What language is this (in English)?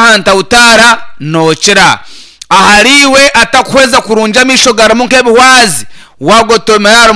Nyankole